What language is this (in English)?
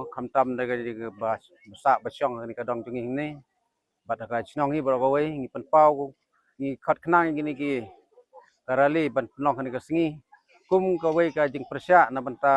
Khasi